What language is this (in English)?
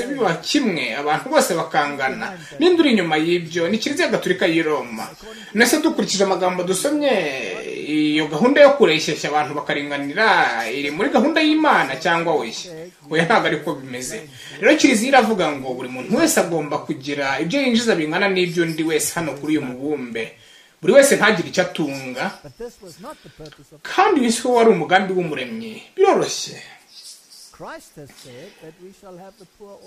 Kinyarwanda